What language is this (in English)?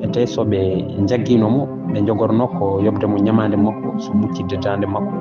Fula